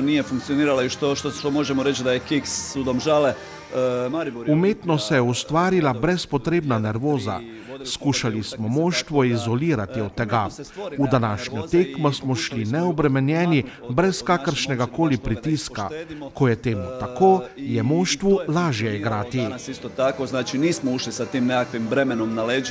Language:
Slovenian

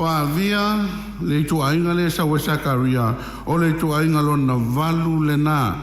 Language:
Samoan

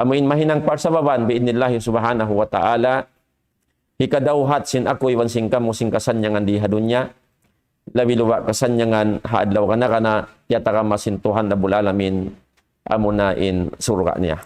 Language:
Tausug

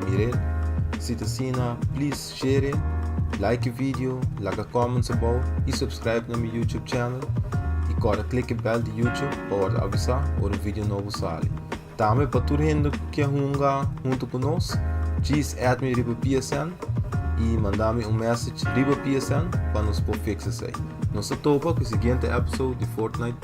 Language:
Papiamento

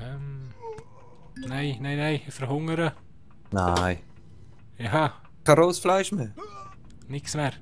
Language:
Swiss German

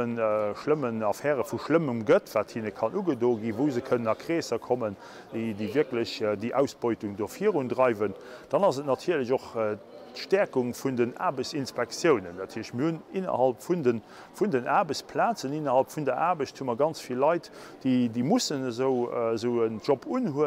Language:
Luxembourgish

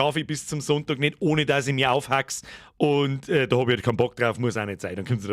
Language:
Bavarian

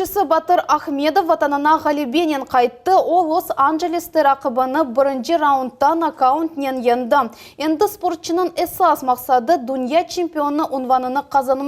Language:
Crimean Tatar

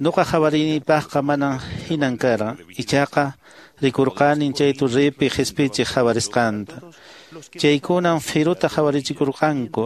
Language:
Quechua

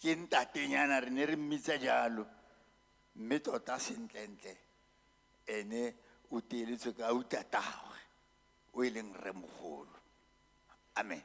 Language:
Tswana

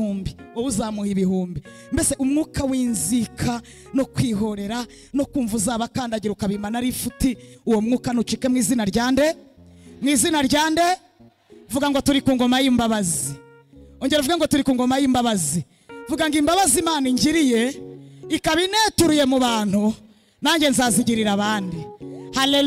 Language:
Kinyarwanda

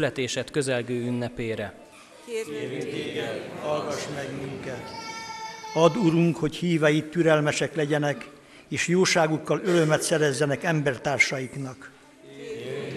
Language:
Hungarian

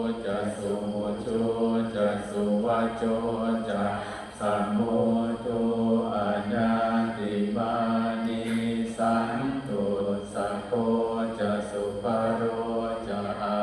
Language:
Pali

